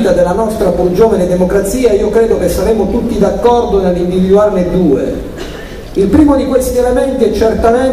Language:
Italian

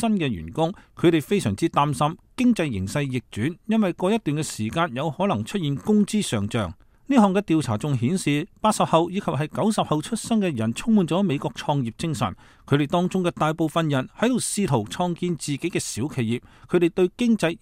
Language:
Cantonese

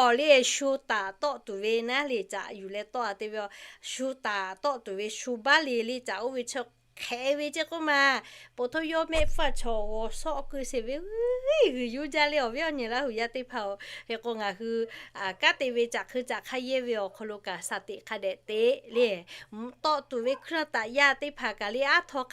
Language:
Lahu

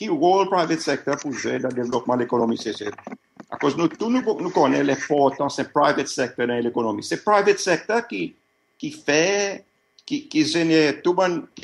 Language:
Seselwa Creole French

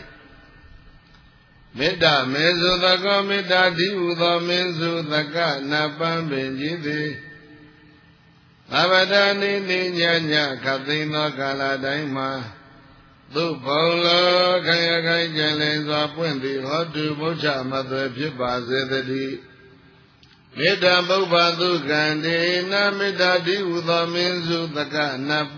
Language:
Burmese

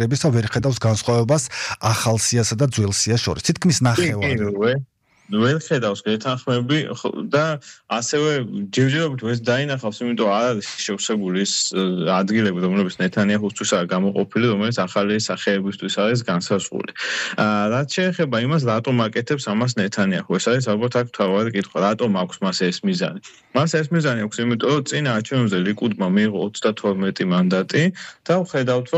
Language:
Georgian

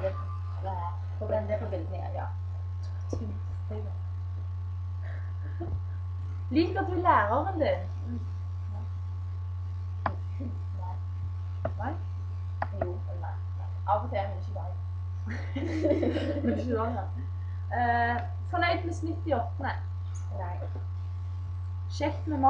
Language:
Norwegian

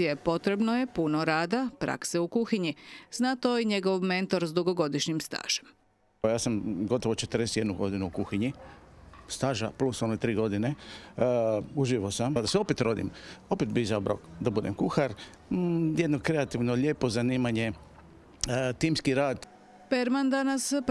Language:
Croatian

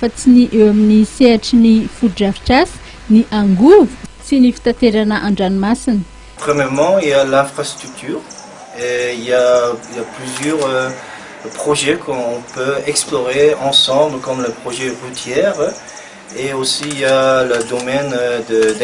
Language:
Malagasy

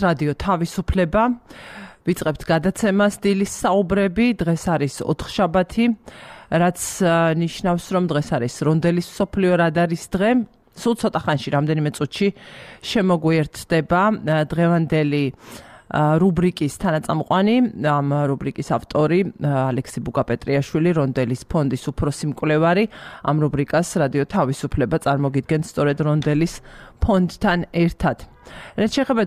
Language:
Georgian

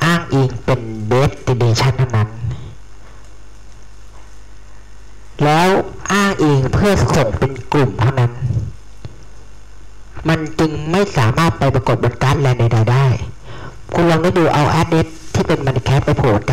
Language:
Thai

